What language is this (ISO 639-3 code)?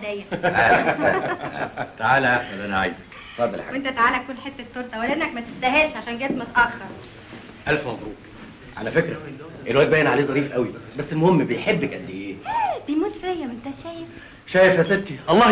arz